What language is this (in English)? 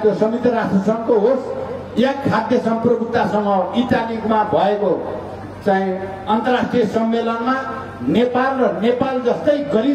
Nepali